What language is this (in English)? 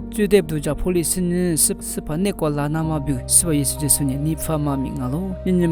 Lisu